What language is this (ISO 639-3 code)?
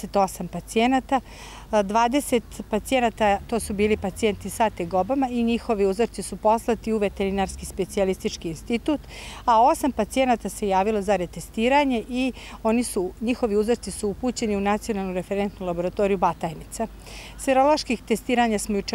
srp